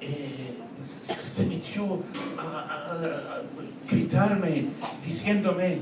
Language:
Ladino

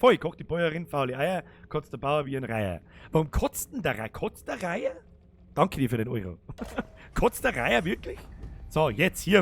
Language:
Bavarian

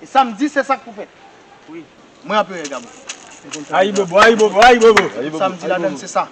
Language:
Haitian Creole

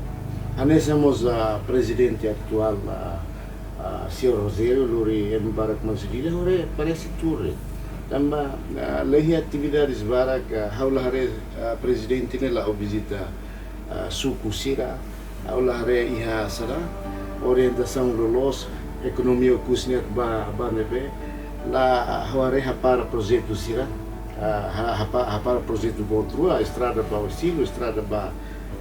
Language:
Tetum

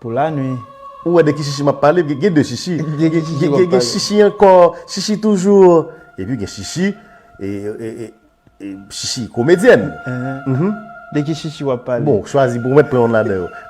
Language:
Haitian Creole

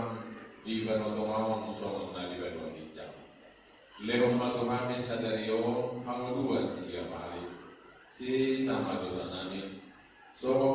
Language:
Batak Toba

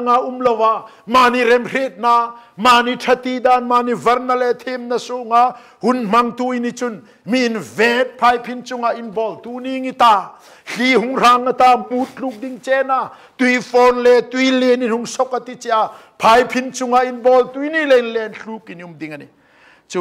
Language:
Hmar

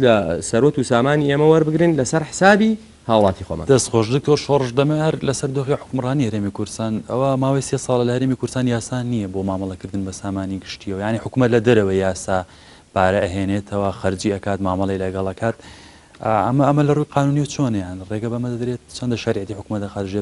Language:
Central Kurdish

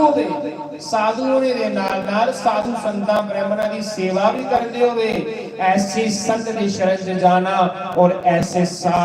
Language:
Dogri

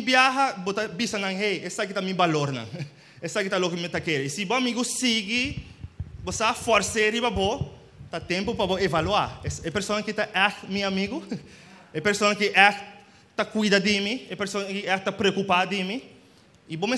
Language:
Papiamento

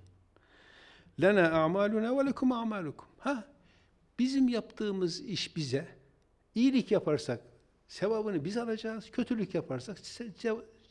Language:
Turkish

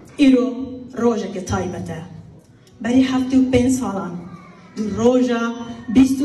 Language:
Kurdish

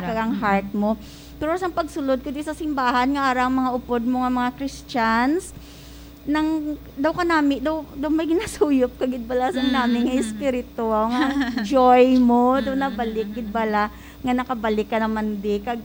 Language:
Hiligaynon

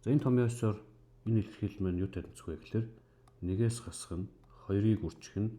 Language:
Mongolian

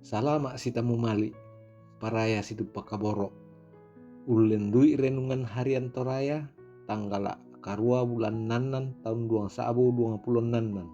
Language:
Toraja-Sa'dan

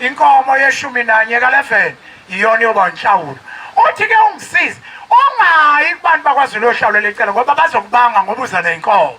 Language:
Zulu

